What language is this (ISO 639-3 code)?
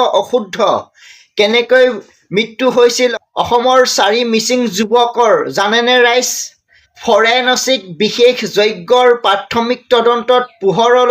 asm